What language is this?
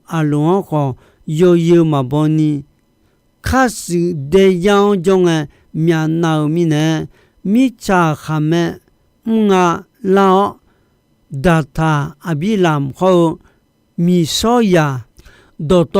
Akha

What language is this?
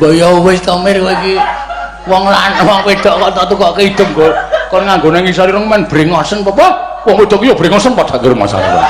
Javanese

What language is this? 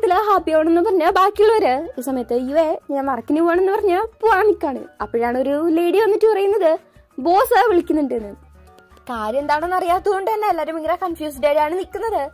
Malayalam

